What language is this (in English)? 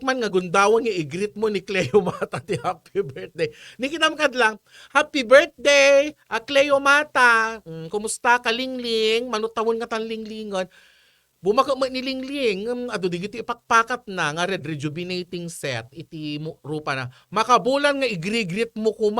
Iloko